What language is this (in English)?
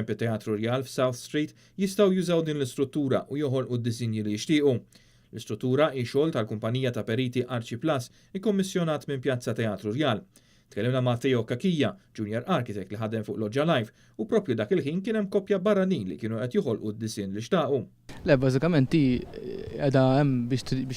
Maltese